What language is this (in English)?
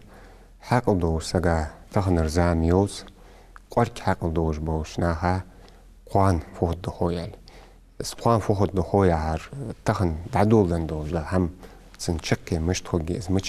Ingush